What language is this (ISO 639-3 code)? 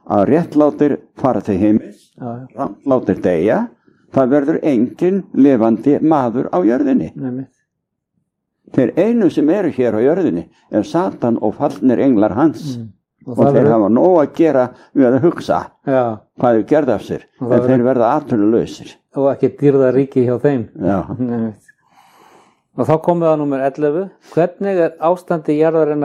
isl